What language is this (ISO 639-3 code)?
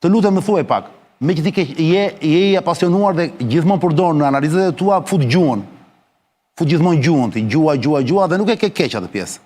sqi